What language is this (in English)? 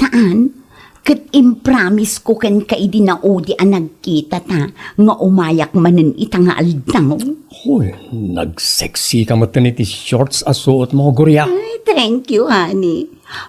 Iloko